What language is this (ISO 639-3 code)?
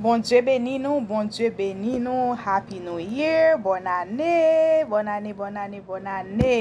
hat